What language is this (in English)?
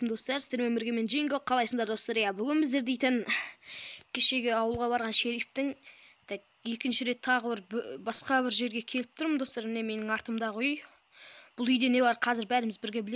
Kazakh